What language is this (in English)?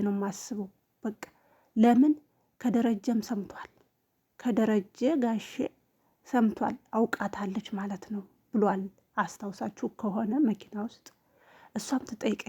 Amharic